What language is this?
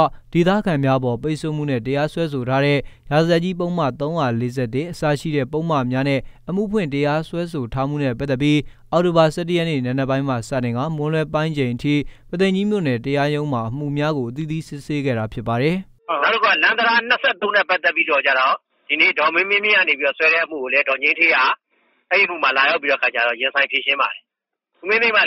Burmese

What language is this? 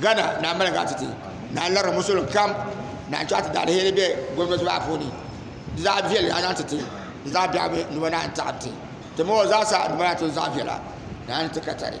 Dagbani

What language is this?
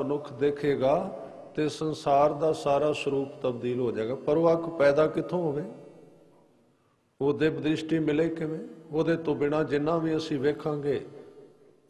Punjabi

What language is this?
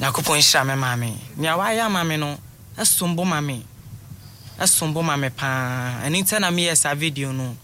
Akan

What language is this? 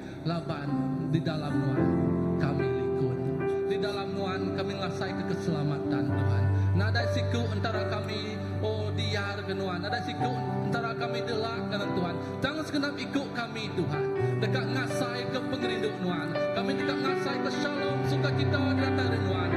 Iban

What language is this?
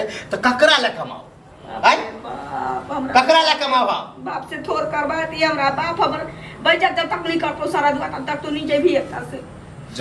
Maithili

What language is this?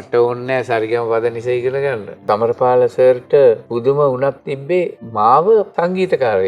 Sinhala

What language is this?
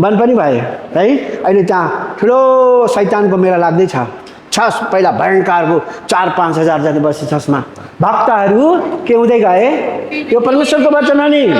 Nepali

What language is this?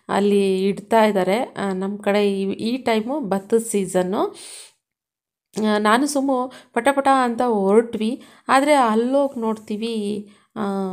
Kannada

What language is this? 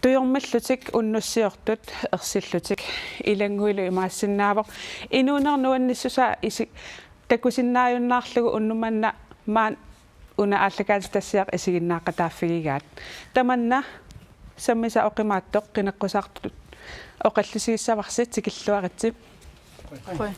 Kalaallisut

